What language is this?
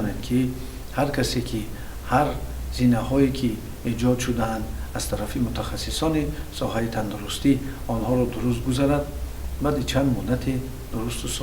Tajik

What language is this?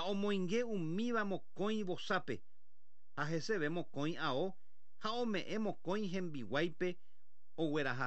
Guarani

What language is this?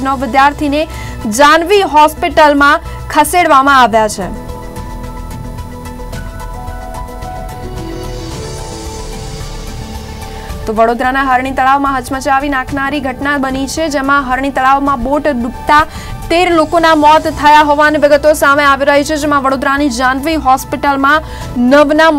Gujarati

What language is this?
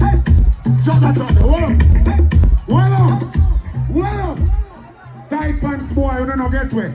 Jamaican Creole English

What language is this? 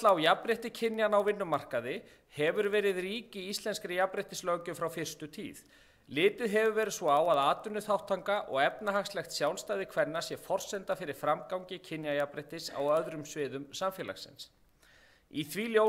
Icelandic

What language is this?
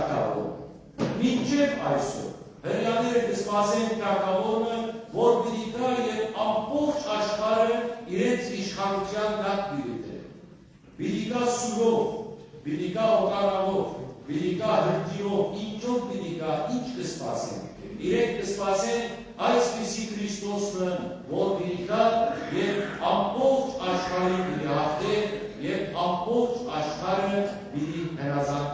Western Armenian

